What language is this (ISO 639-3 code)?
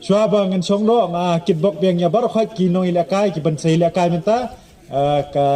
kha